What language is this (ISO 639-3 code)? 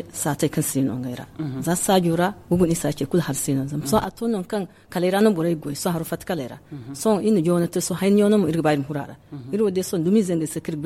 dje